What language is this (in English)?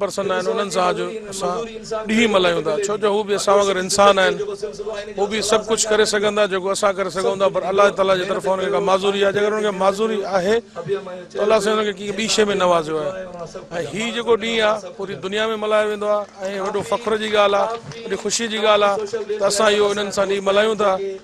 Sindhi